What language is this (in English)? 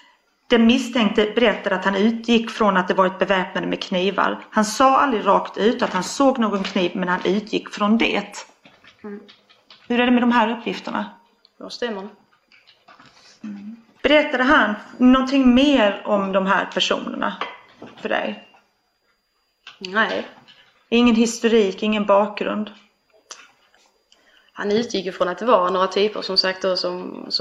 Swedish